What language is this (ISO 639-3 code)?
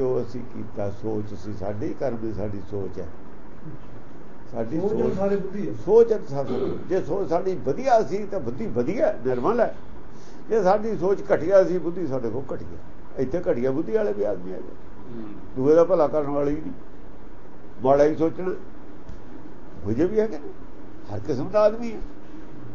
pan